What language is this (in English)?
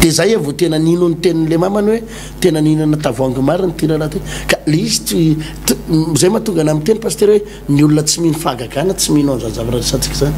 Malagasy